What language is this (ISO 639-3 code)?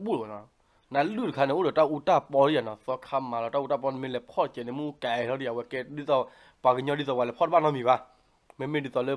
ksw